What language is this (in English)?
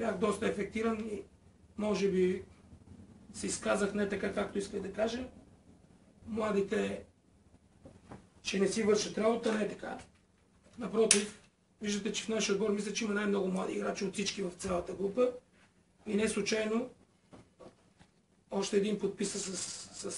Bulgarian